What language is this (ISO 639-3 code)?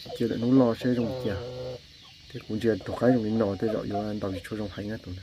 hmn